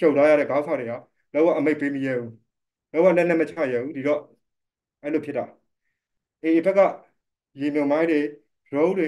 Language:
Burmese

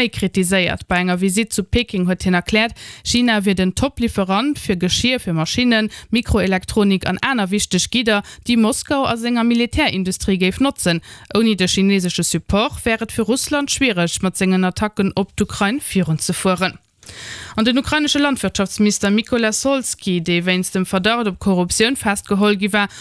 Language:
Luxembourgish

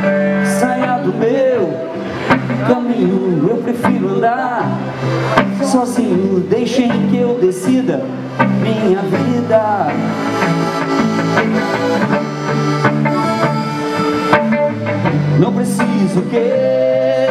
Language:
Portuguese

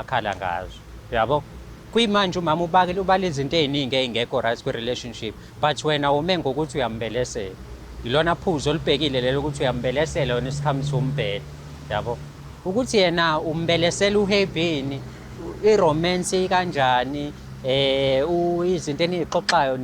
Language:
Zulu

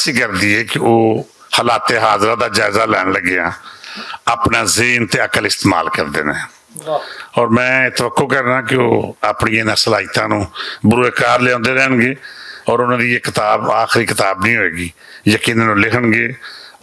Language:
Western Panjabi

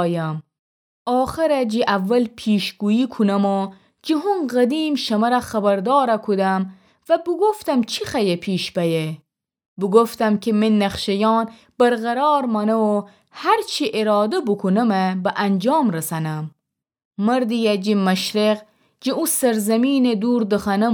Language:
Gilaki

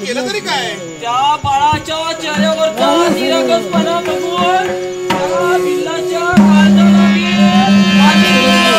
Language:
Marathi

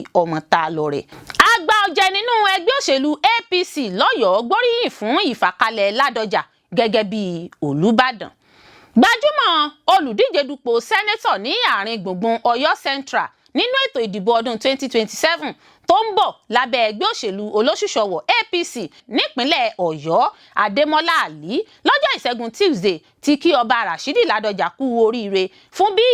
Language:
Yoruba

